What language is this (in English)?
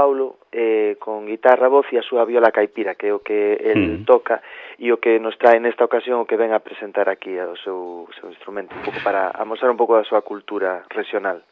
Galician